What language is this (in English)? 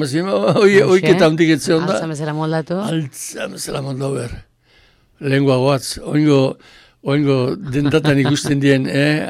Basque